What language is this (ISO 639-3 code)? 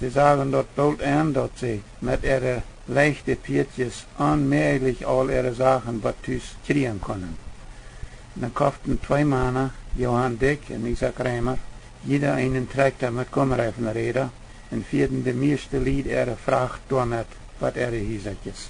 pdt